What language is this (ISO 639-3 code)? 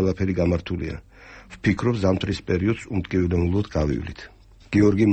kat